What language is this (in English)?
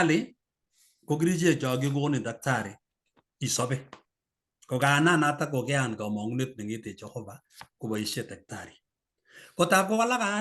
Kalenjin